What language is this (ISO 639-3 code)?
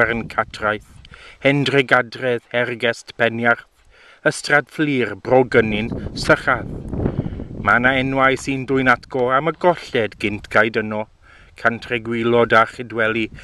cym